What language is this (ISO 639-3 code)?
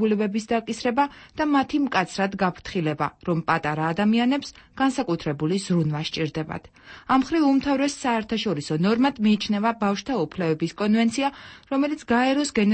kat